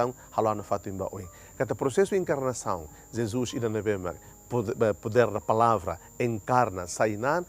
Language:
Tetum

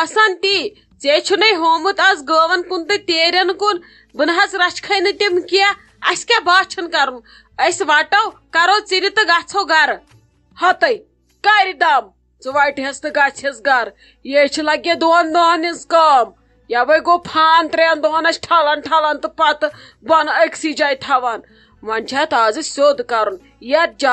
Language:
Kashmiri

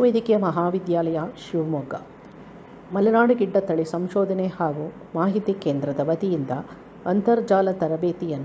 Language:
Kannada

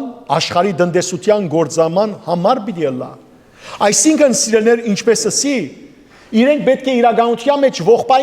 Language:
Western Armenian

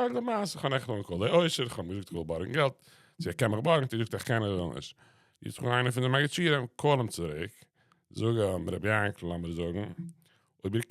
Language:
Yiddish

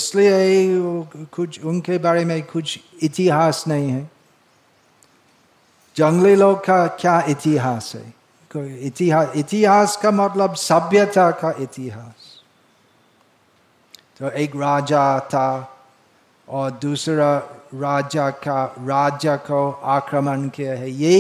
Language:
Hindi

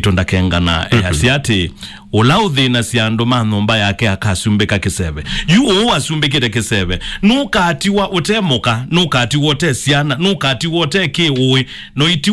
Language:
Kamba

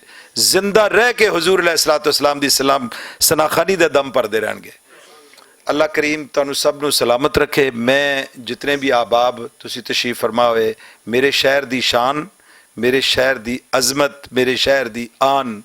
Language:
Western Panjabi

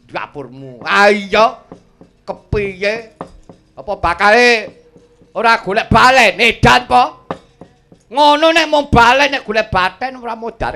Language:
Javanese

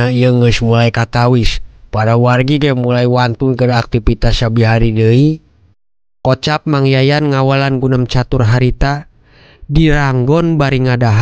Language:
Sundanese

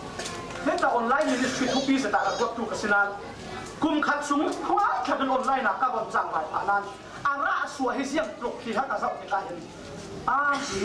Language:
Falam Chin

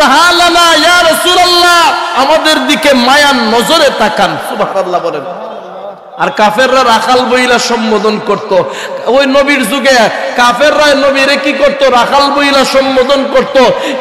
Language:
Sylheti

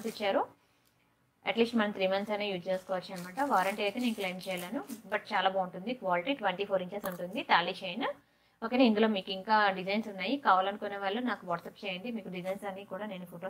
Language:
Telugu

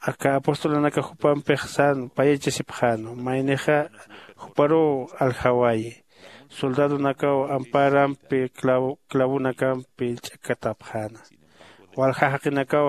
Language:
Aymara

